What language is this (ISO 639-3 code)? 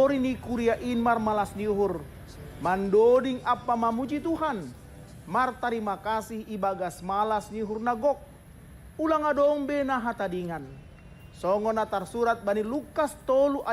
bts